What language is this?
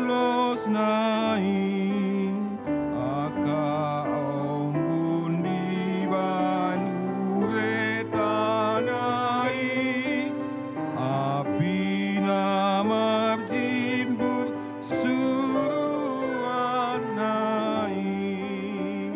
Batak Toba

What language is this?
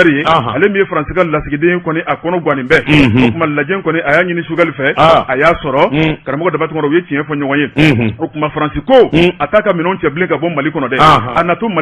Bambara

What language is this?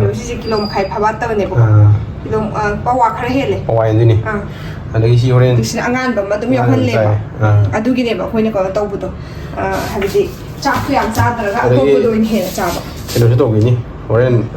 Manipuri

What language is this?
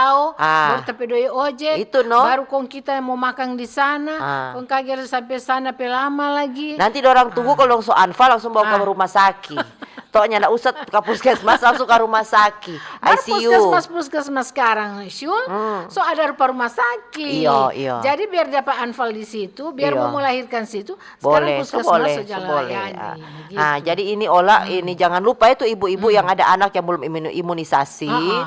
Manado Malay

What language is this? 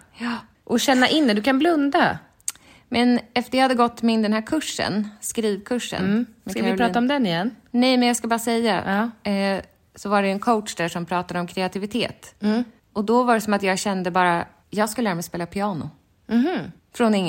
Swedish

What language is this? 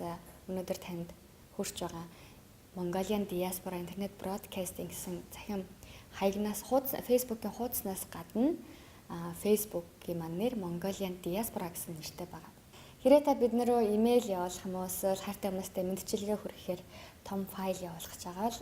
Mongolian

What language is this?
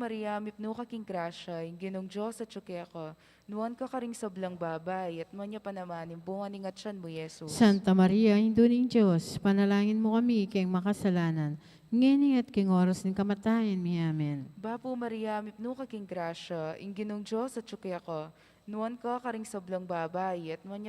Pampanga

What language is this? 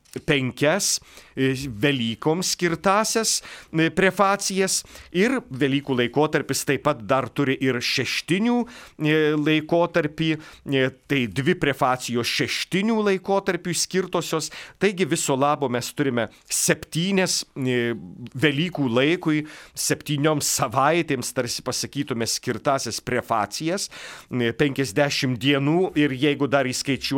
Lithuanian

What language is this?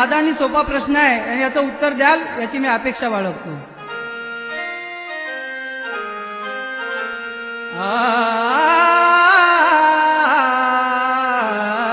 Marathi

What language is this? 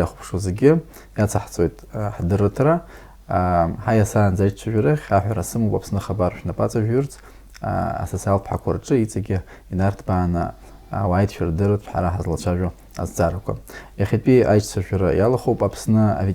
Abkhazian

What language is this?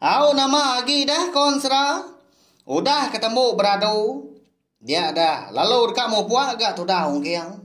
Iban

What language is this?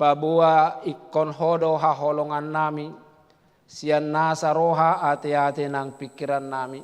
Batak Toba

